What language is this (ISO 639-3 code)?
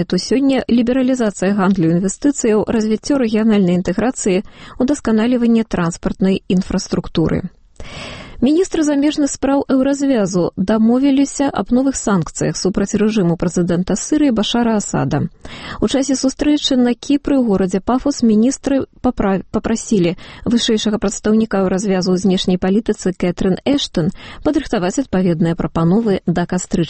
bel